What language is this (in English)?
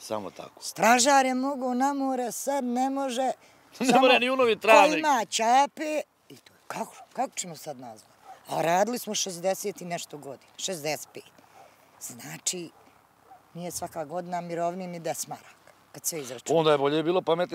Bosnian